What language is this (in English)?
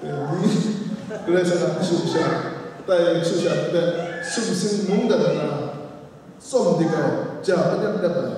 Kachin